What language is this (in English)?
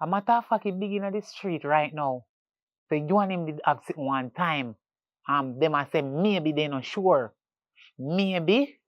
Jamaican Creole English